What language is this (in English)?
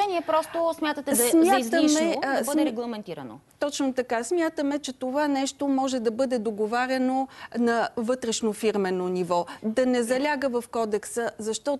Bulgarian